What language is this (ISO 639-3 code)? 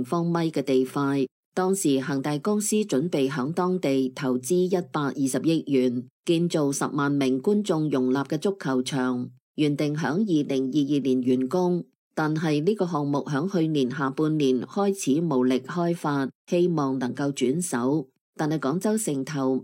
yue